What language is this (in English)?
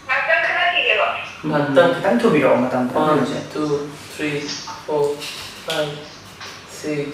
Manipuri